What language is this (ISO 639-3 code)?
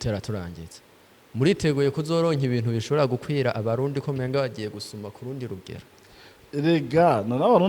run